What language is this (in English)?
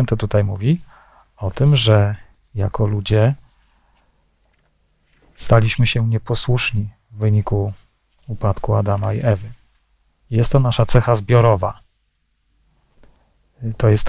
Polish